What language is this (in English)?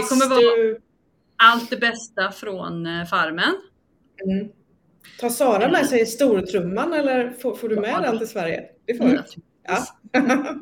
Swedish